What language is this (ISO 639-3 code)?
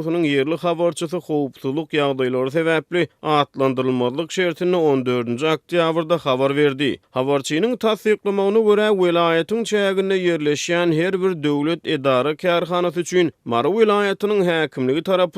tuk